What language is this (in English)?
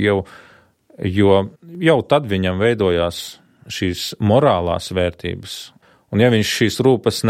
Latvian